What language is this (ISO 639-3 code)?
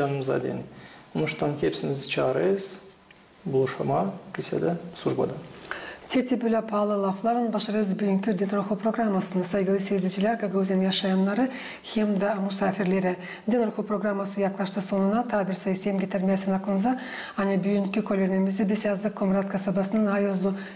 gag